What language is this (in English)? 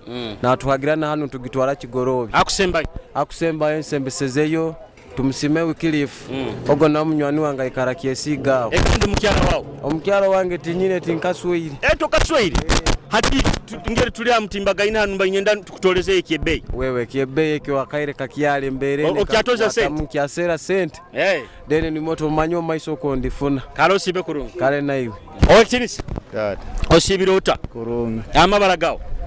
Nyoro